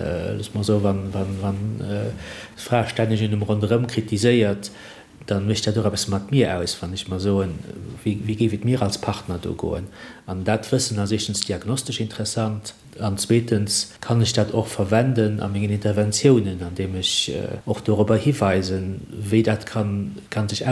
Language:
Luxembourgish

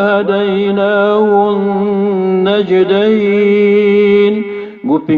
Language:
Maranao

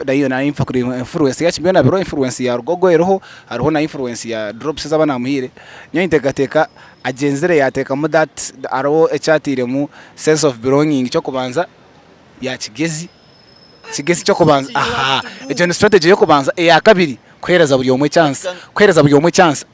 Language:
Nyankole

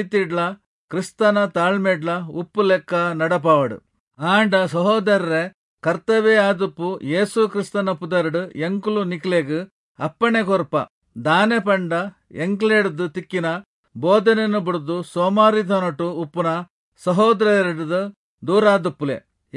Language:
Tulu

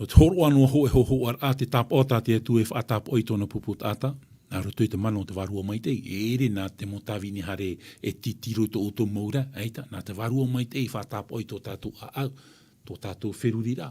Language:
Tahitian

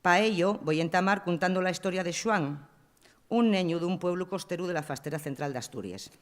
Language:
Asturian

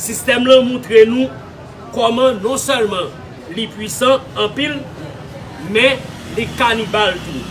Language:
Haitian Creole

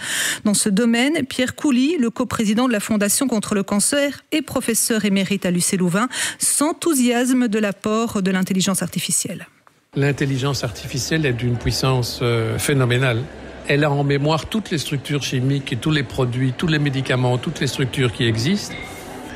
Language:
French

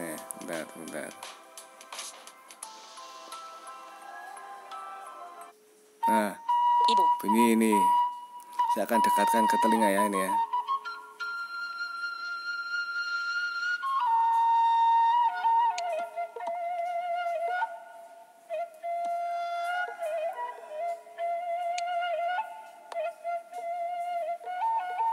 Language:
Indonesian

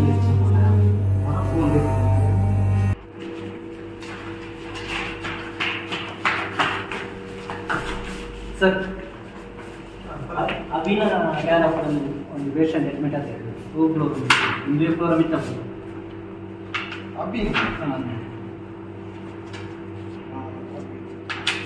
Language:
Tulu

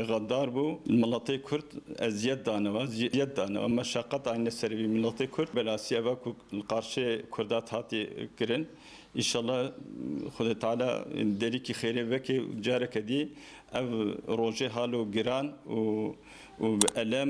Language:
Kurdish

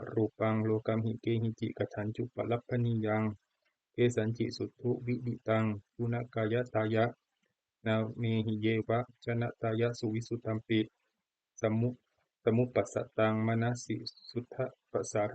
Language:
Pali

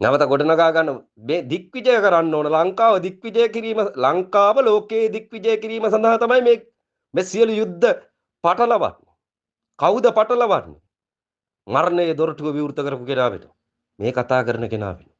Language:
Sinhala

